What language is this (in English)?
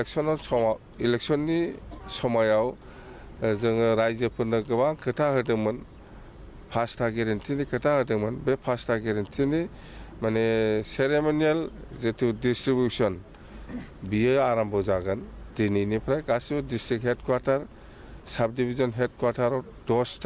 Bodo